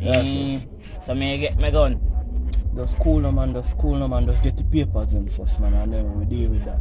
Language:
Jamaican Creole English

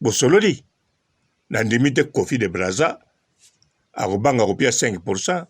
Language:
Lingala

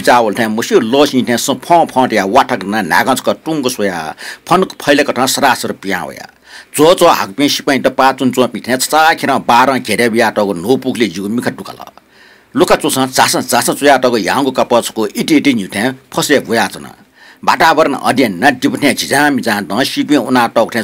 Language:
Newari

